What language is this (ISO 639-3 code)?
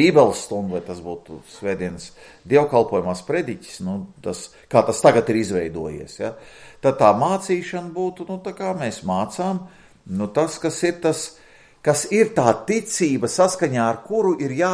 lav